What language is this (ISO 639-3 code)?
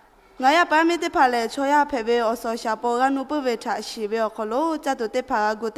lhu